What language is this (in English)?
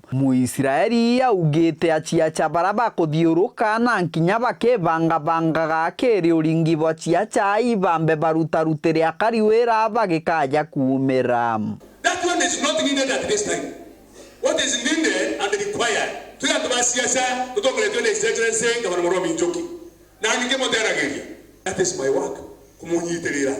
Meru